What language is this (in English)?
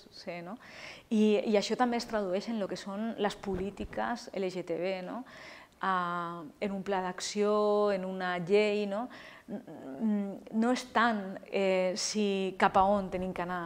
Catalan